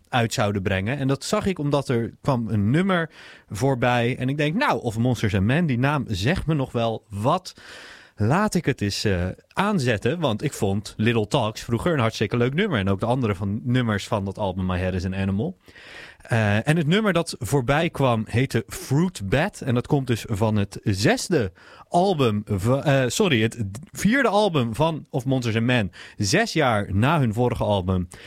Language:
Dutch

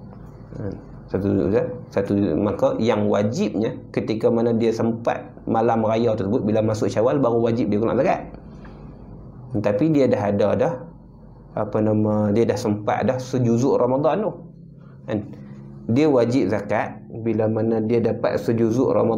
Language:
Malay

